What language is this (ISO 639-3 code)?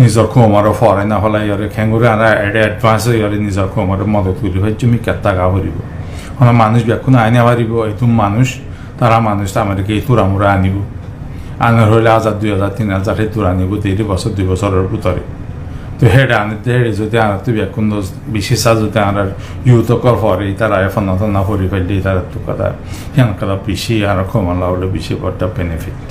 rhg